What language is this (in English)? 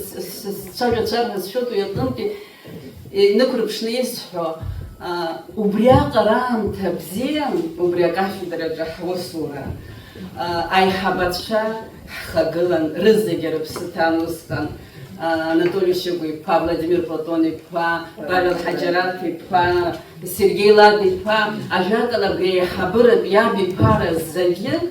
Abkhazian